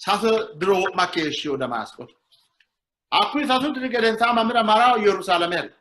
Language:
Sidamo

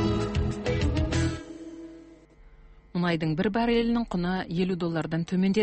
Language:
Kazakh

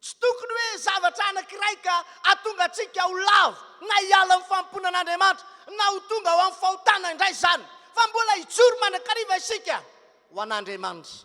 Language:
Malagasy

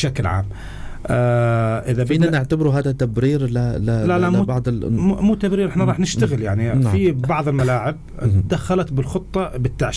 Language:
North Levantine Arabic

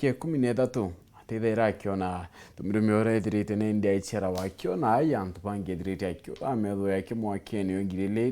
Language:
Meru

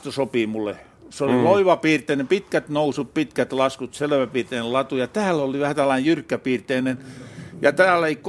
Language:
Finnish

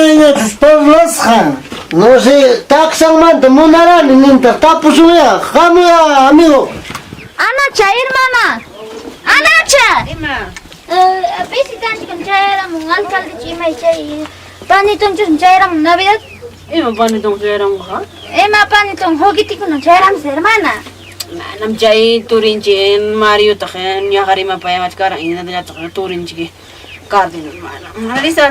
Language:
Ayacucho Quechua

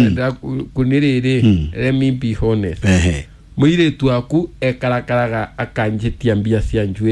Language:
Kikuyu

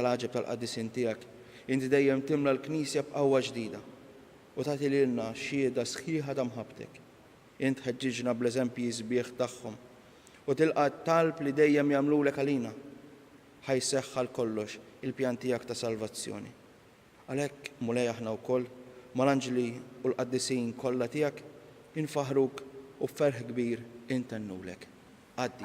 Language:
Maltese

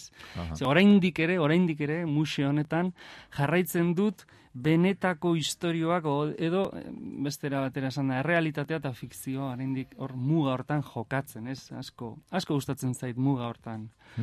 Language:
Basque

